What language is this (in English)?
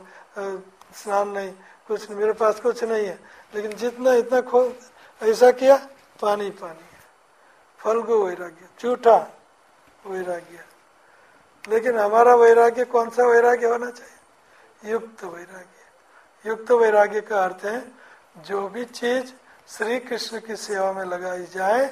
Hindi